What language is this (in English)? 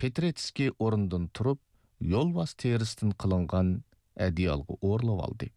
Uyghur